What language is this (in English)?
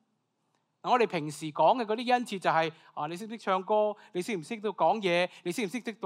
Cantonese